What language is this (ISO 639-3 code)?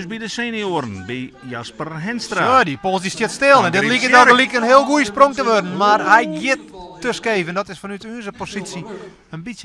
fry